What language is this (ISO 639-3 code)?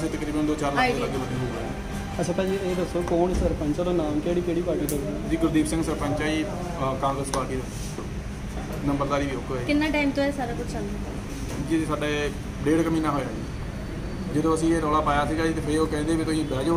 pan